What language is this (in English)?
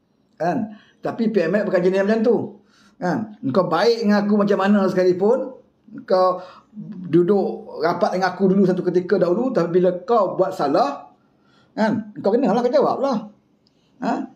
Malay